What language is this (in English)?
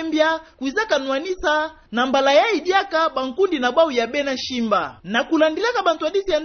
Kituba (Democratic Republic of Congo)